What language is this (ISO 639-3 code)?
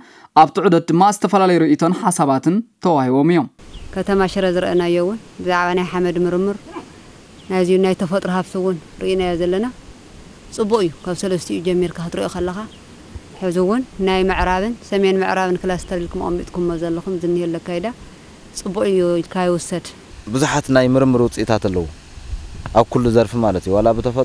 tir